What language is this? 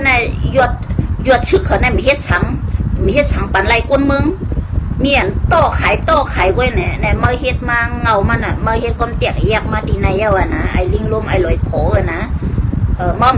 Shan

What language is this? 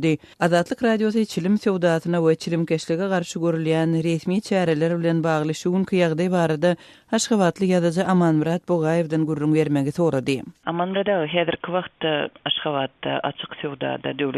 Turkmen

